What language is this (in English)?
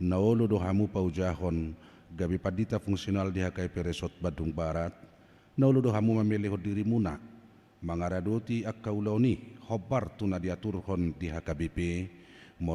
Batak Toba